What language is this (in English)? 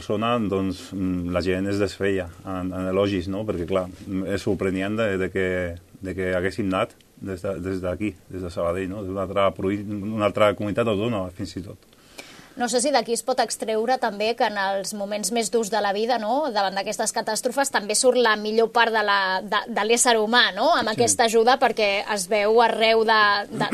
Catalan